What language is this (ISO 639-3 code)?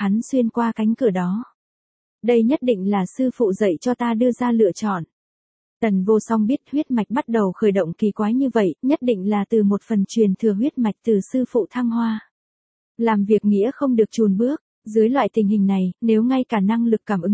vie